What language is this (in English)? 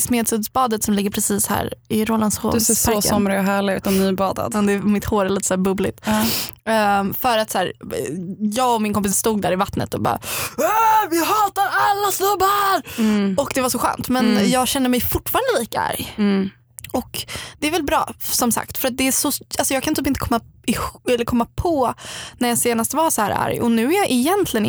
Swedish